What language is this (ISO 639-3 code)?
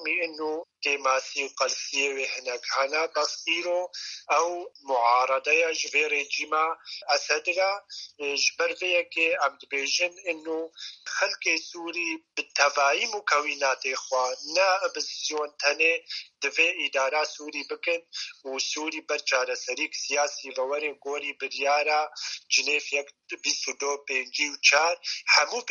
kur